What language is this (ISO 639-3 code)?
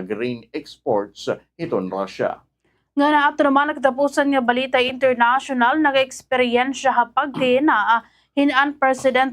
war